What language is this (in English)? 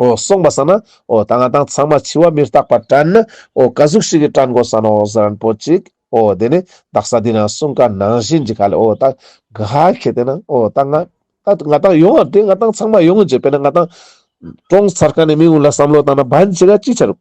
Ladakhi